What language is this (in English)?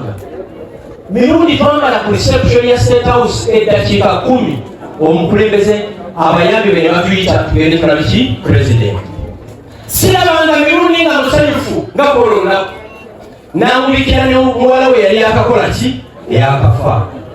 Ganda